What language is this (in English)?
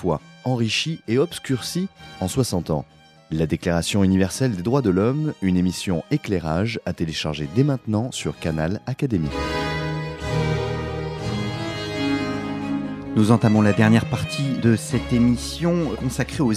French